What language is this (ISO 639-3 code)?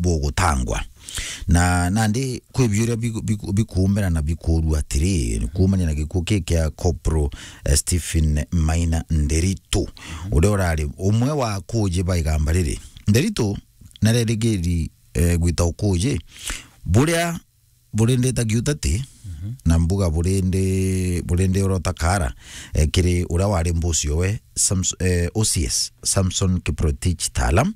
mer